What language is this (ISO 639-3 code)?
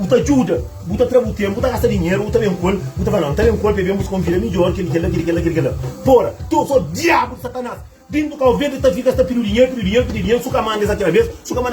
kea